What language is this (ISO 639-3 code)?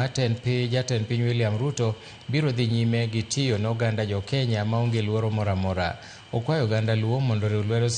luo